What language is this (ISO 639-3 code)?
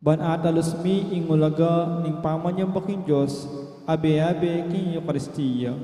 pam